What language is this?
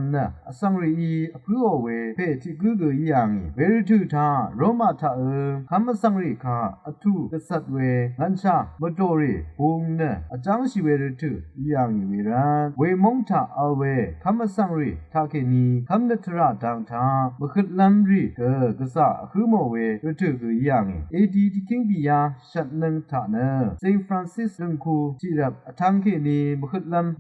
Rawang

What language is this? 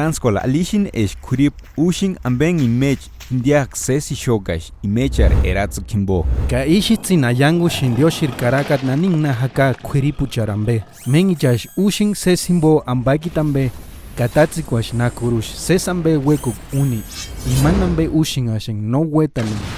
Purepecha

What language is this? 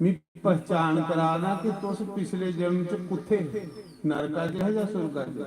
Dogri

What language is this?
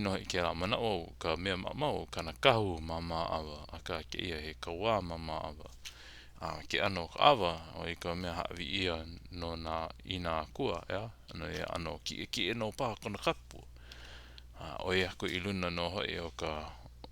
Hawaiian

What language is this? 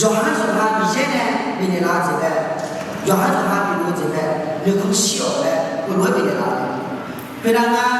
Akha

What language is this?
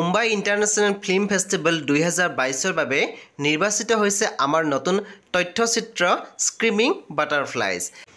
Assamese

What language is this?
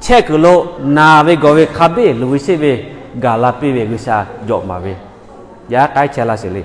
Lahu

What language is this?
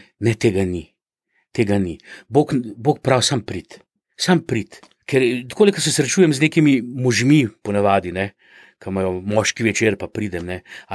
Slovenian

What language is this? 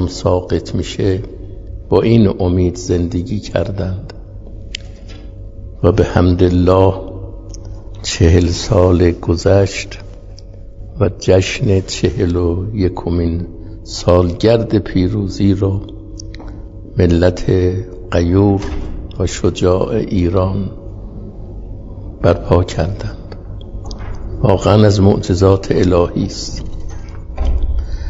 Persian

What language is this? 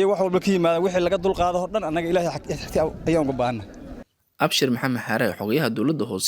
Somali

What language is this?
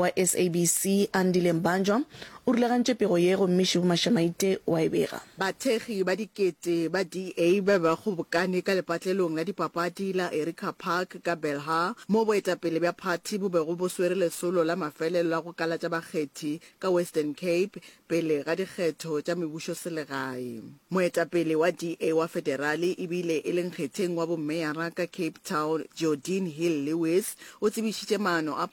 Northern Sotho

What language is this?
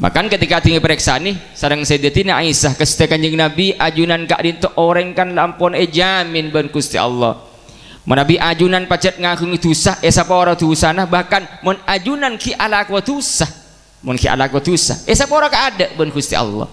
Madurese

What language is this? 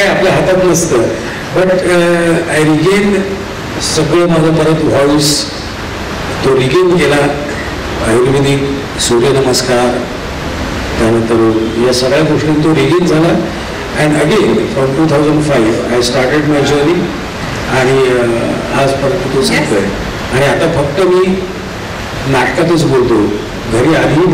Marathi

